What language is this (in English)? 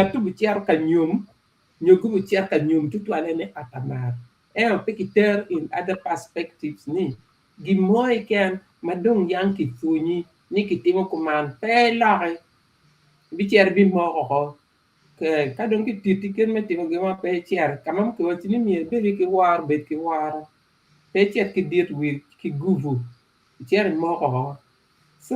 Acoli